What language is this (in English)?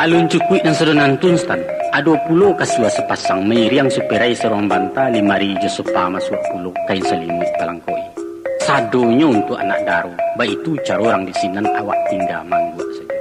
Minangkabau